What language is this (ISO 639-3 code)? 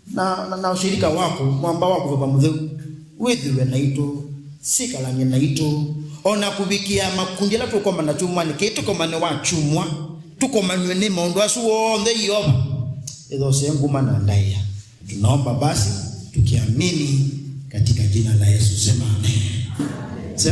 kam